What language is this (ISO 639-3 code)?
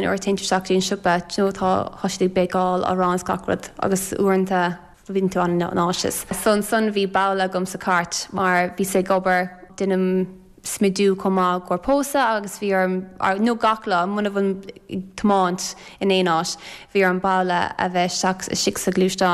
gle